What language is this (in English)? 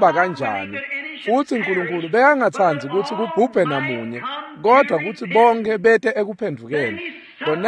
Swati